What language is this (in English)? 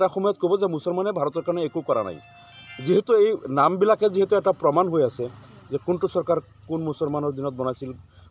Assamese